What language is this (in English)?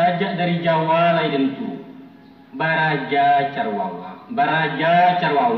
Minangkabau